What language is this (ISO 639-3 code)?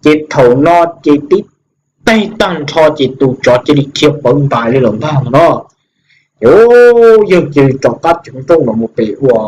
hmn